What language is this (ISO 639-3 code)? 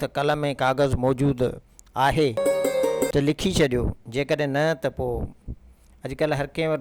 snd